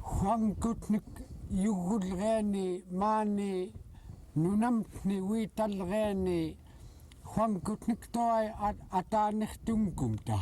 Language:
Central Yupik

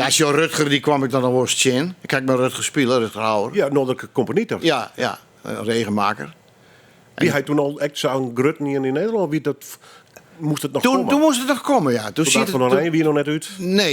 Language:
Western Frisian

